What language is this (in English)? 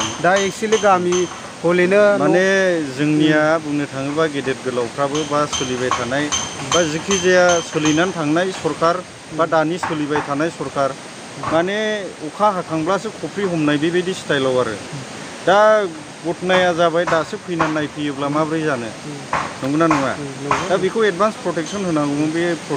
Bodo